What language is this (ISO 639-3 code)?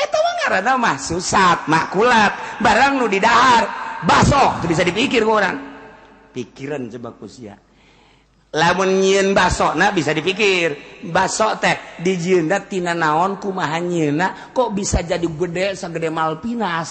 sun